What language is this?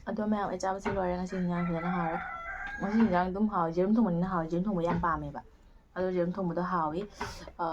Manipuri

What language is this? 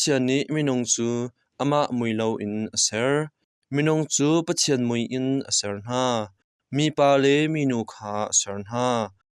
Hakha Chin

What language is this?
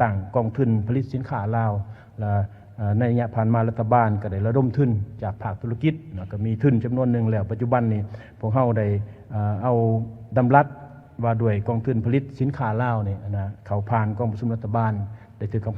Lao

